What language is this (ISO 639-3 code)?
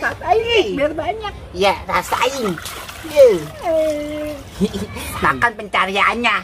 bew